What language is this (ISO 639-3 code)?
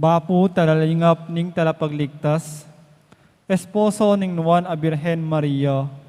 pam